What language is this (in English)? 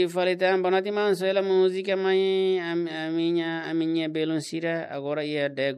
Tetum